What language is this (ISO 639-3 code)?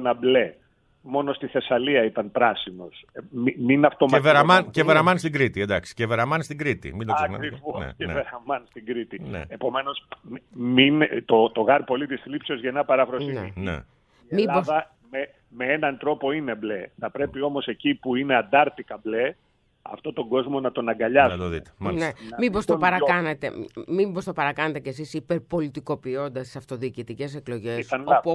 ell